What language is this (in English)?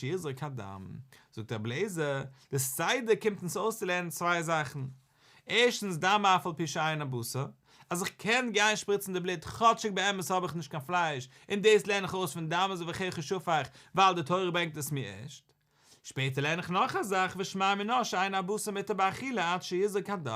Yiddish